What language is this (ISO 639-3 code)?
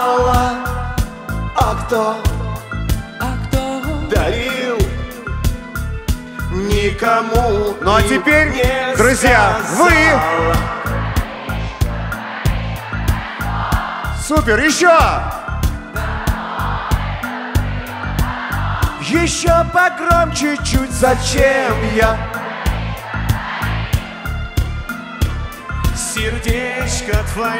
rus